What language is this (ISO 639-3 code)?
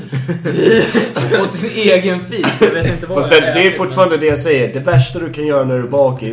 swe